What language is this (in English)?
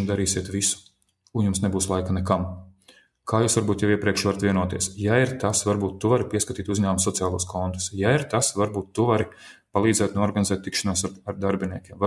Latvian